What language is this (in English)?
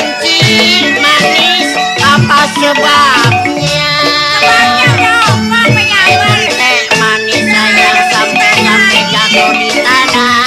Betawi